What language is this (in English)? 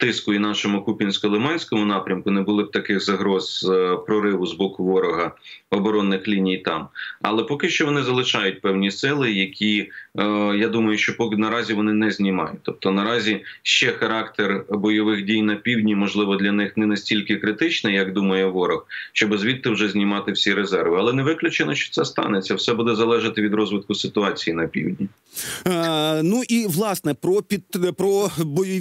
Ukrainian